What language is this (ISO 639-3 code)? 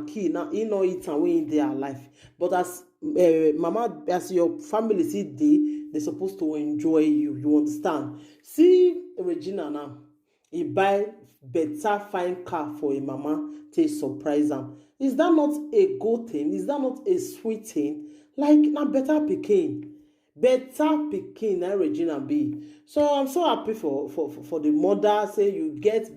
pcm